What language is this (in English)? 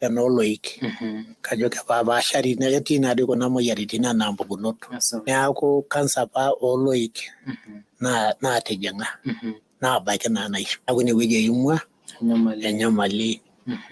Masai